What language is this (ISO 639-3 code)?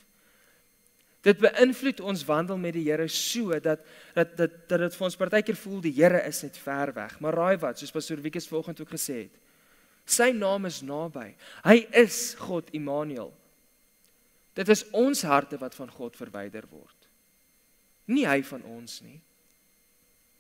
afr